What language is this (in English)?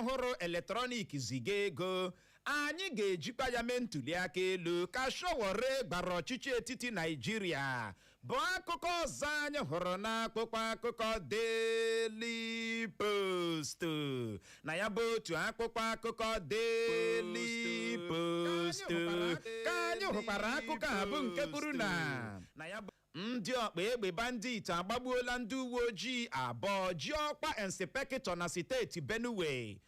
Igbo